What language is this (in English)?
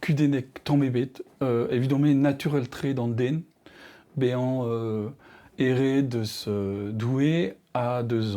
Breton